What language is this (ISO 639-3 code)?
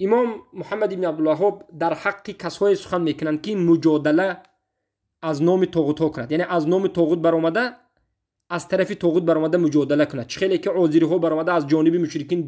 tgk